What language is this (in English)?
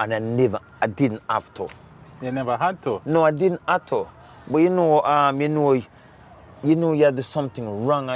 Jamaican Creole English